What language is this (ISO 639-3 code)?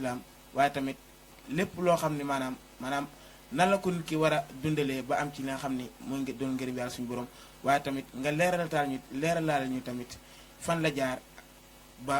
wol